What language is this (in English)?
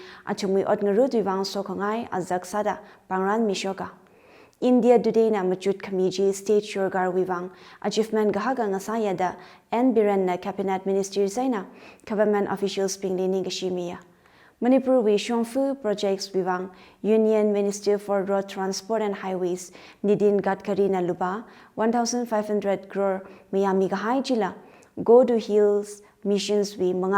Tangkhul Naga (India)